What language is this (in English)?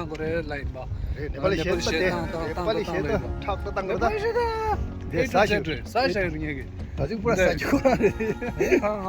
Tibetan